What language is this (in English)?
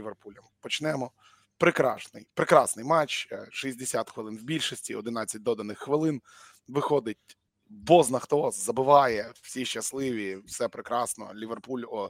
Ukrainian